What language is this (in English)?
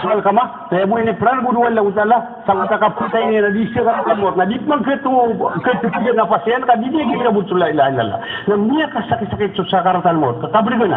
Maranao